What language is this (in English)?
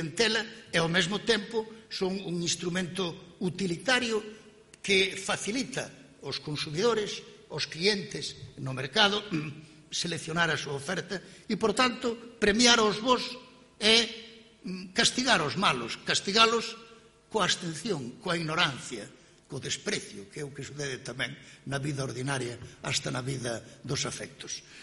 Galician